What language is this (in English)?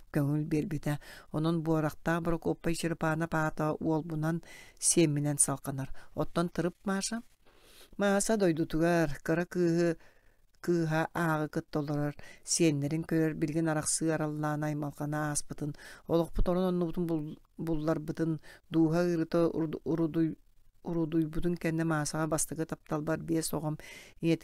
Yakut